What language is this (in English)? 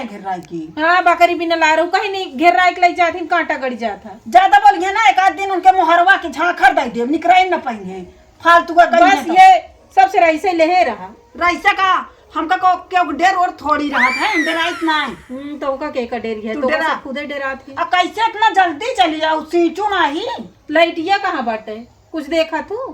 Awadhi